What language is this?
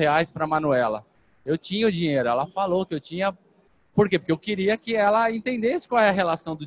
Portuguese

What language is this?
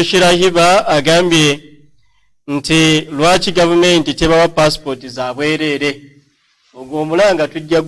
Ganda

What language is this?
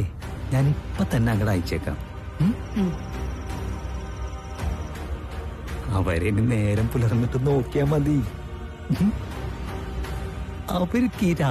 Malayalam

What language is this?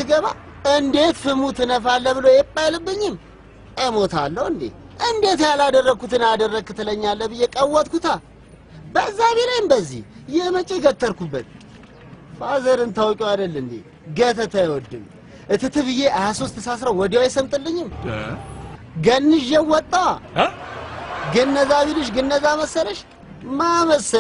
Amharic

